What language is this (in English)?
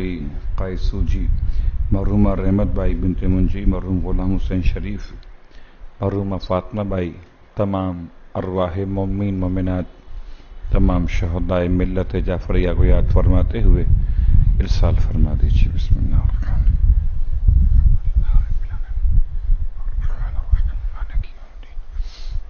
Urdu